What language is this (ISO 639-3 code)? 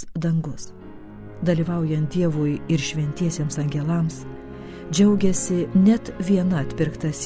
lit